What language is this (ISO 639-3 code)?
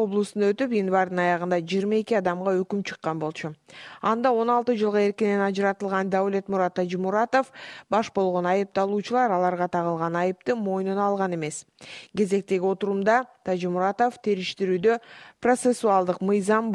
kir